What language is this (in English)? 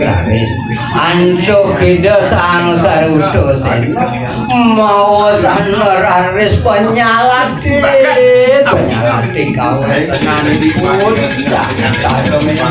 Balinese